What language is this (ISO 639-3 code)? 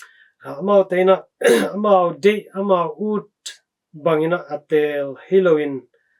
ctd